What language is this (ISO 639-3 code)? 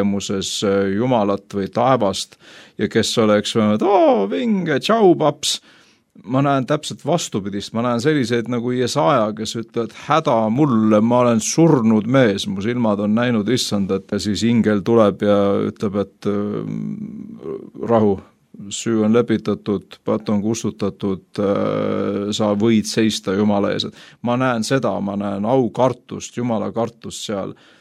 est